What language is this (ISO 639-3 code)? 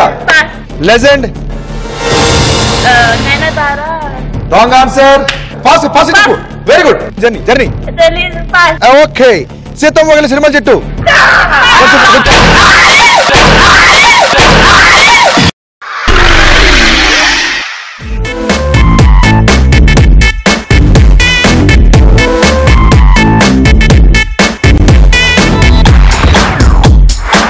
tel